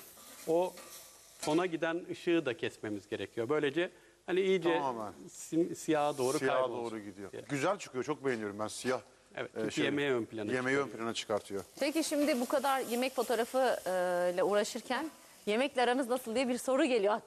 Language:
Turkish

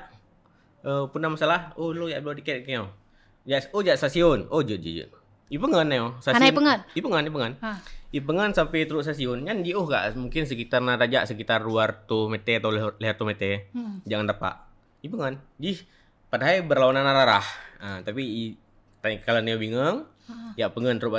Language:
Achinese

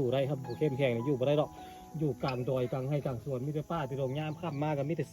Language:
Lao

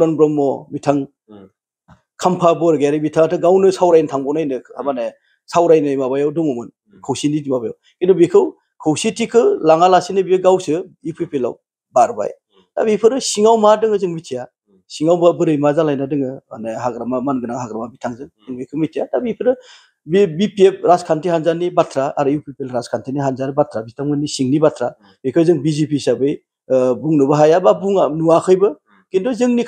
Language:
Bodo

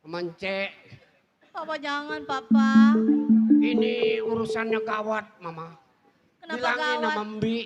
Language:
Betawi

